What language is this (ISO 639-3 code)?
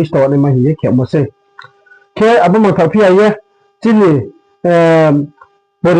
ria